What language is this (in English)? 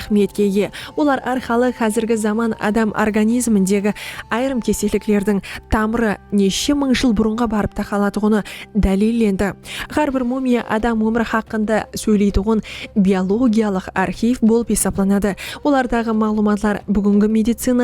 Kara-Kalpak